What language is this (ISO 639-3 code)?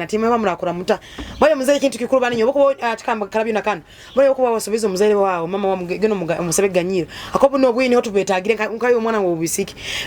nyo